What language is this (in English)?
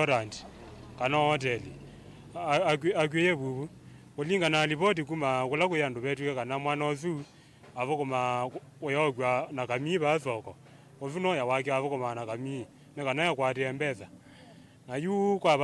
Kamba